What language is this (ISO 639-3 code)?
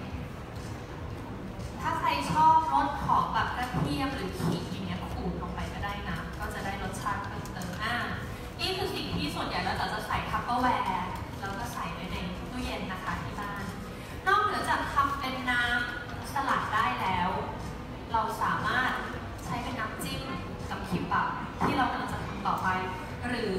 tha